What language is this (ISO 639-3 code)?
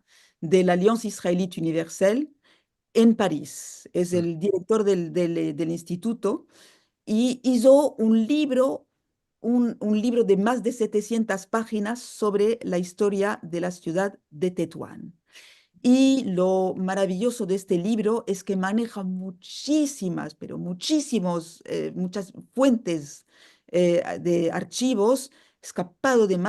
lad